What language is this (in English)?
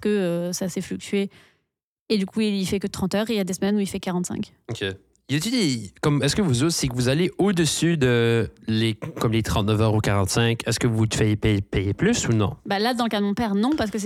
French